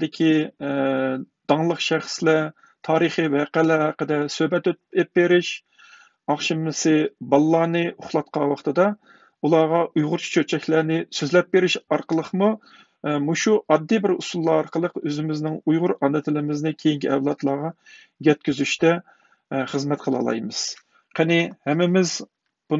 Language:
Uyghur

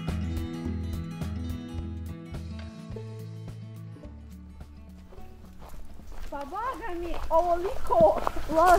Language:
Bosnian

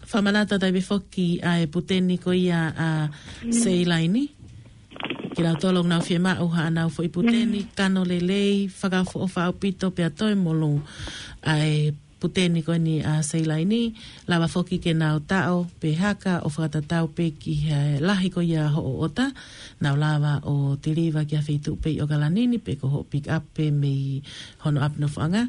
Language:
Tongan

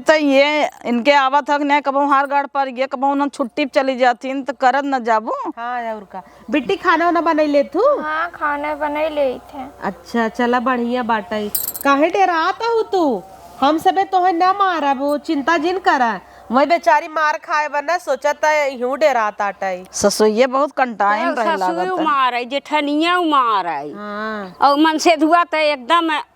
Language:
Awadhi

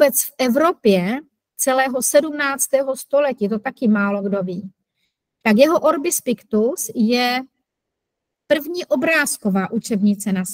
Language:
Czech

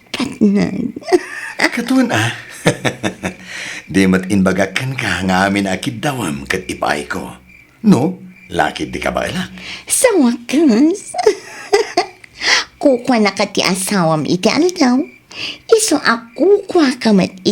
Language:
Iloko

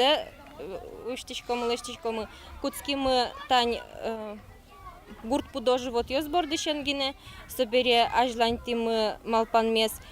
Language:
Udmurt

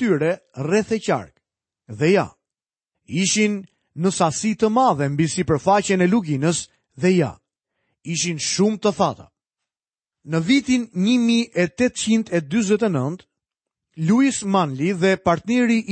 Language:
Albanian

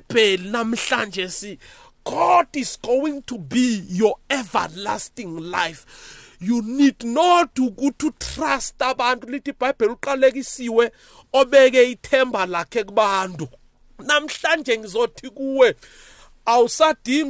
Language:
South Ndebele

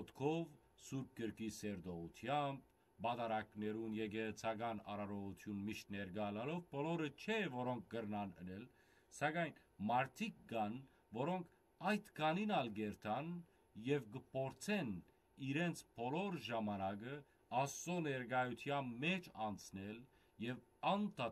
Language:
Western Armenian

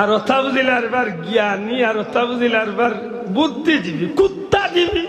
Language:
Sylheti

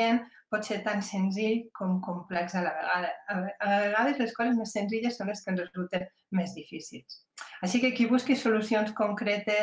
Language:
Catalan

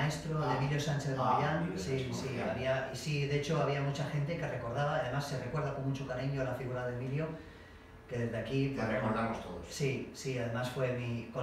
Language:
Spanish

